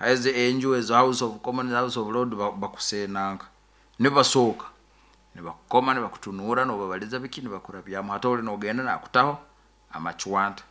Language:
Nyoro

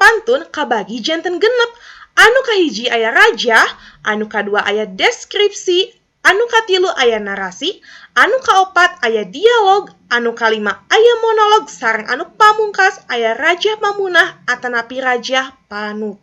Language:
Sundanese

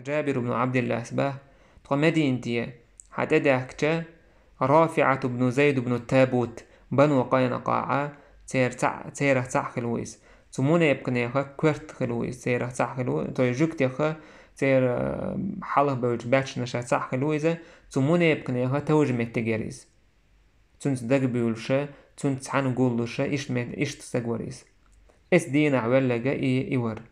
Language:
Chechen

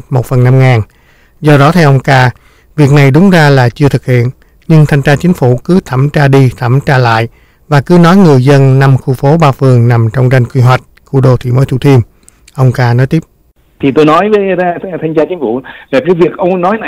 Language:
Vietnamese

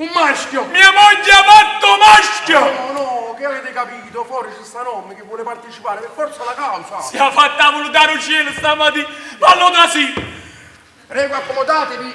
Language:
Neapolitan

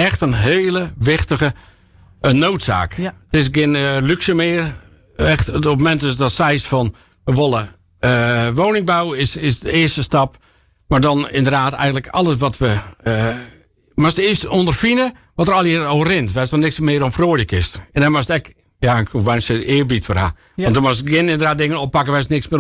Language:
Western Frisian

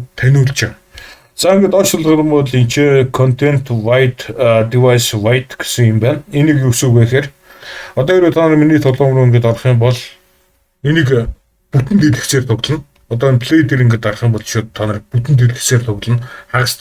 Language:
Mongolian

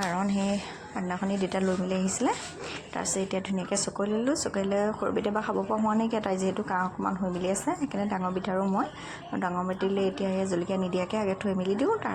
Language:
Assamese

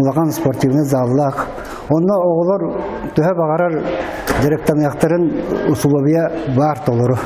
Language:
Yakut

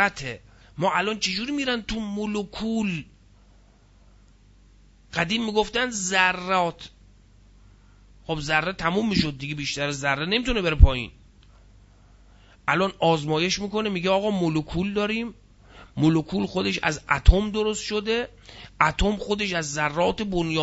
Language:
Persian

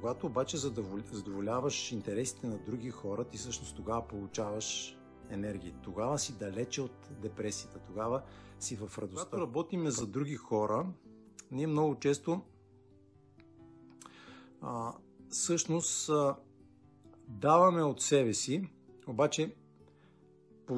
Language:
Bulgarian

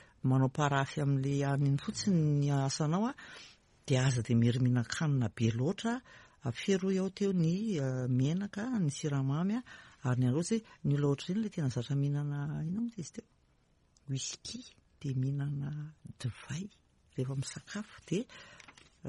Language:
Malagasy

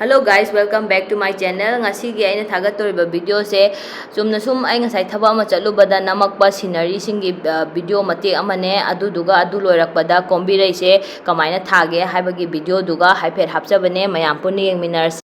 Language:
Manipuri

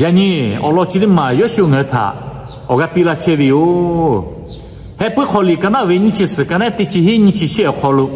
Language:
Lahu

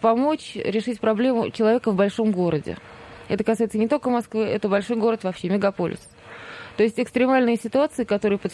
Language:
Russian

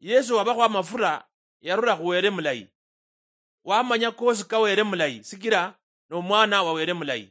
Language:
Luyia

